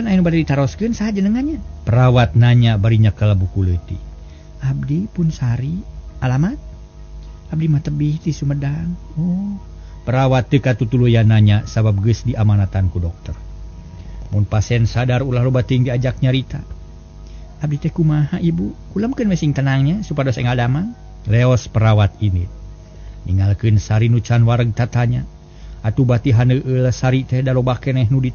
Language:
Sundanese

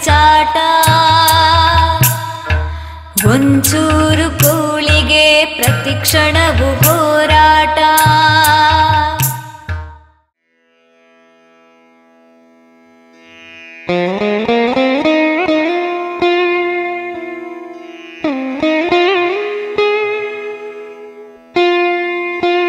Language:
Kannada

